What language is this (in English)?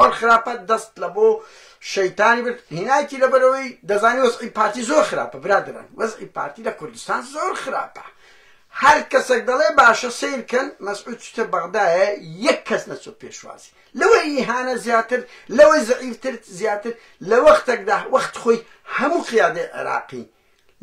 Central Kurdish